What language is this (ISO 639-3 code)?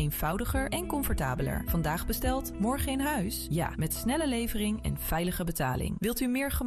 nld